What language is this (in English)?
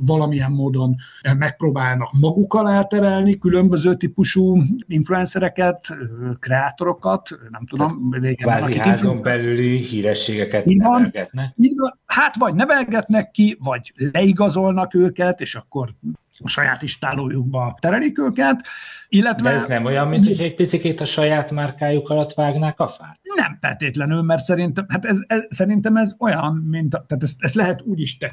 Hungarian